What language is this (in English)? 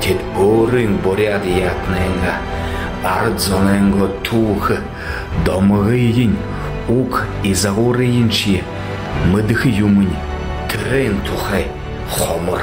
Buriat